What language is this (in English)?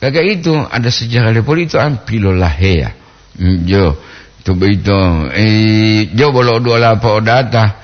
Gorontalo